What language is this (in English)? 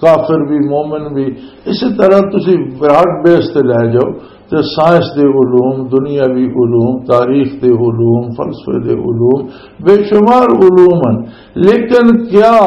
Western Panjabi